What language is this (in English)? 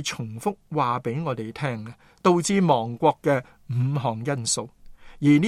Cantonese